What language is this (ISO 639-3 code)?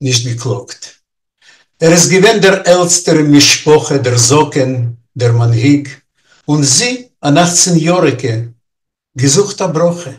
yid